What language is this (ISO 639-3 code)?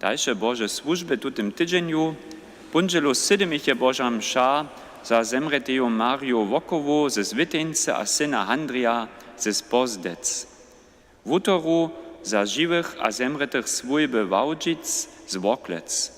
hsb